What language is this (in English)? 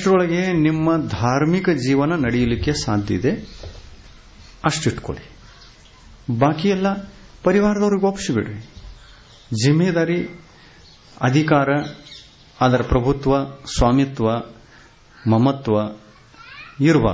Kannada